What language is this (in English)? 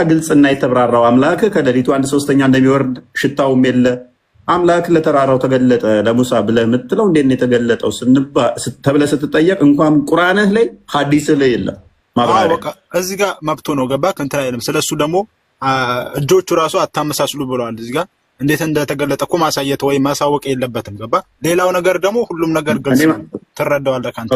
Amharic